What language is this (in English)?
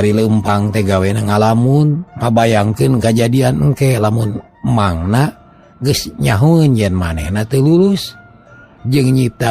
Sundanese